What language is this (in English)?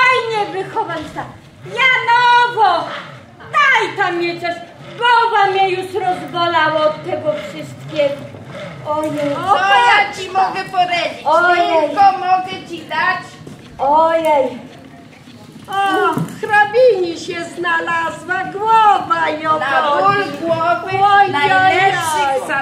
Polish